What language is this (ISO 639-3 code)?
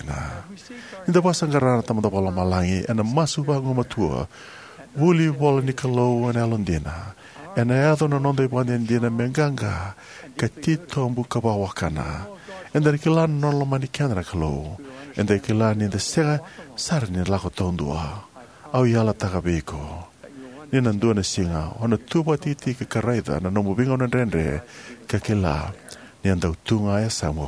fij